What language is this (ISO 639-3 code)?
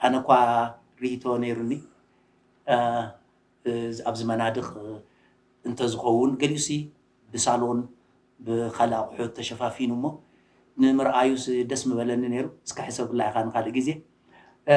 tir